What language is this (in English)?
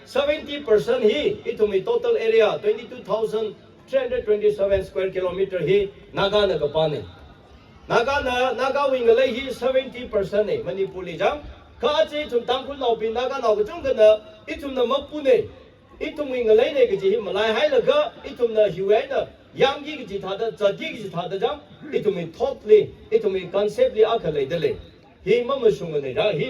Tangkhul Naga (India)